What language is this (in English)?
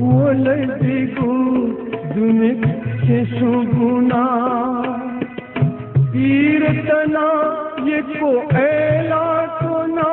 Newari